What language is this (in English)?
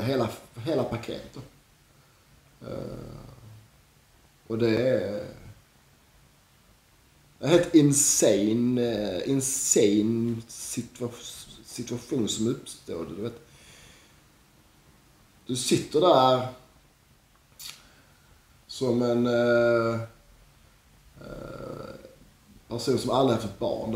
Swedish